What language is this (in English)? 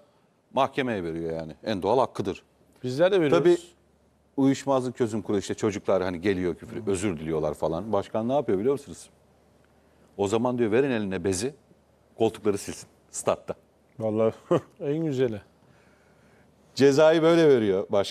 Turkish